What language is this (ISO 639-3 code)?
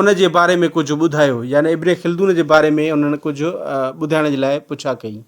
snd